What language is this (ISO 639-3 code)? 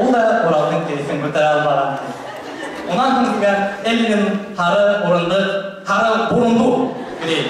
bak